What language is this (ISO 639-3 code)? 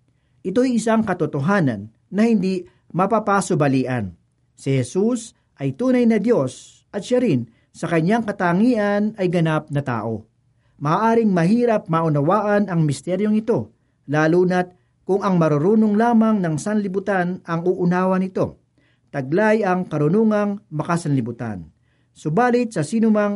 fil